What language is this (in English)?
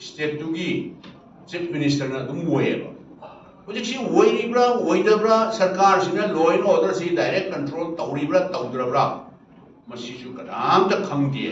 Manipuri